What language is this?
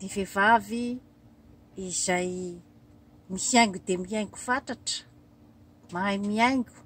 Malagasy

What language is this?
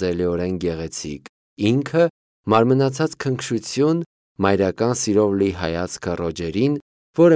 Armenian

